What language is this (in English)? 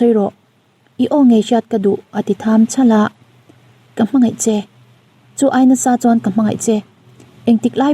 Mizo